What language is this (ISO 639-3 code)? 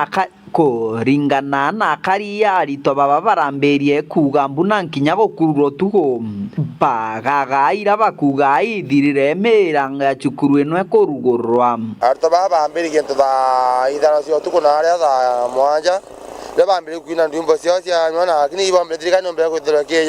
mer